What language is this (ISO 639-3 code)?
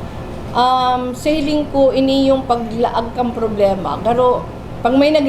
bik